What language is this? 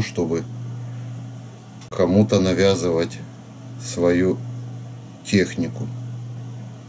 Russian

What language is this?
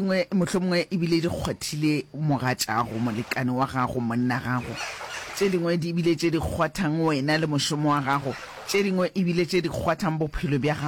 Northern Sotho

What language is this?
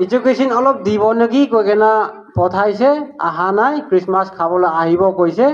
Naga Pidgin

